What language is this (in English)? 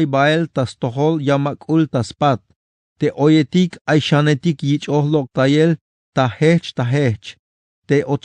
Tzeltal